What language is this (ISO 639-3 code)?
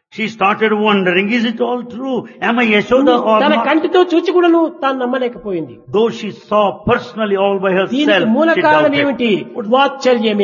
tel